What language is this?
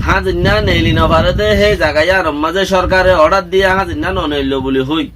Rohingya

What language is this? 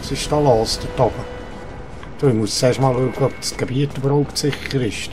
Swiss German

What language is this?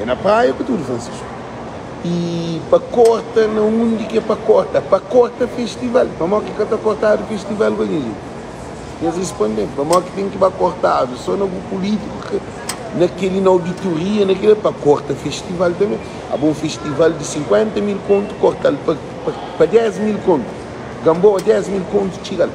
Kabuverdianu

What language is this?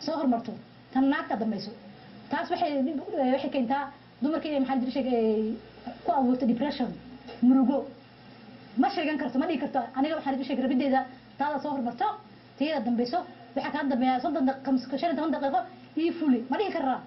Somali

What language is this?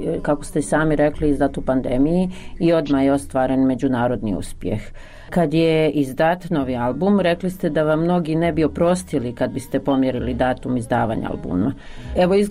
Bosnian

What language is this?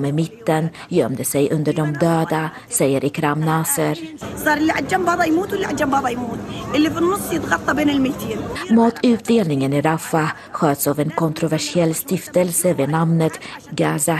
Swedish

